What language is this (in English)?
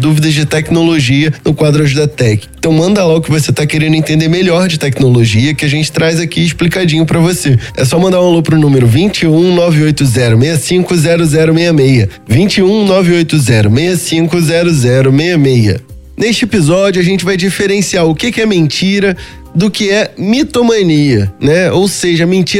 Portuguese